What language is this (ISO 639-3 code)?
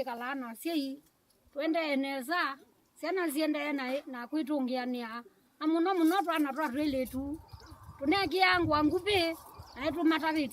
kam